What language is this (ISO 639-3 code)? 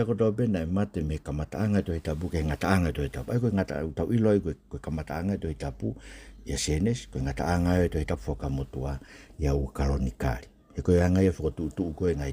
ton